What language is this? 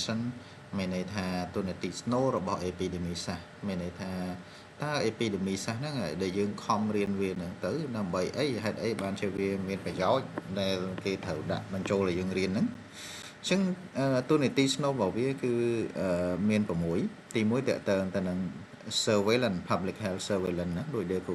Khmer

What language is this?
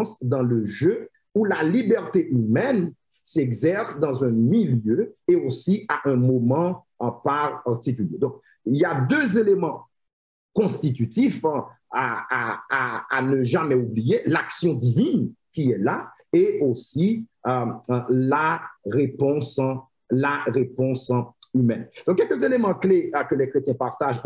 French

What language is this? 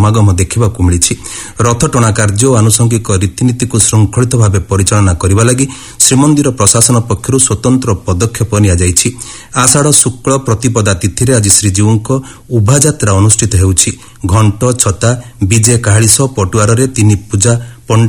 Odia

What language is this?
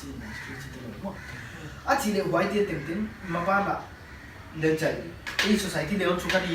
Paite Chin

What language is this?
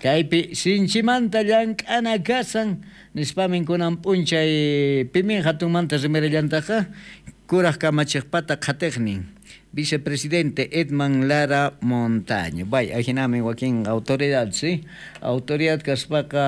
South Bolivian Quechua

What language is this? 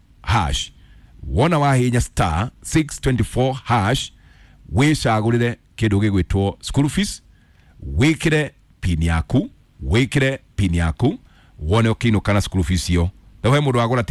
Kikuyu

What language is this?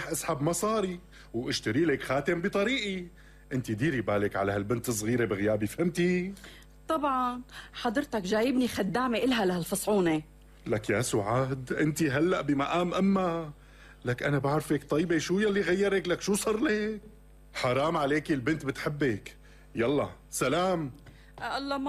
North Levantine Arabic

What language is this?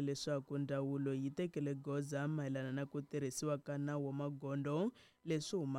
Tsonga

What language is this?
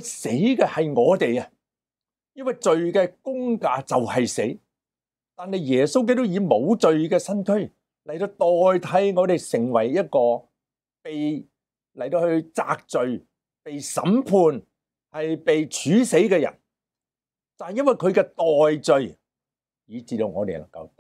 Cantonese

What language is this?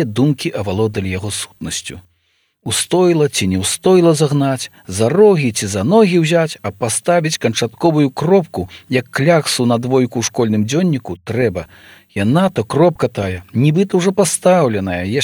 Belarusian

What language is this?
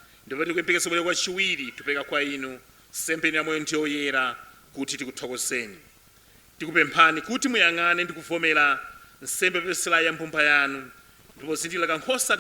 Nyanja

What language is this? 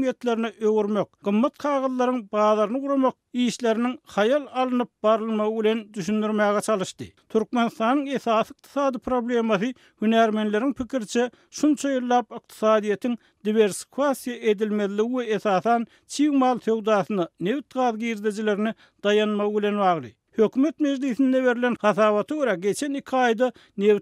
Turkmen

